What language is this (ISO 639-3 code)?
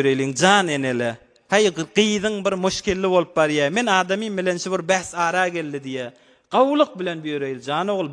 tuk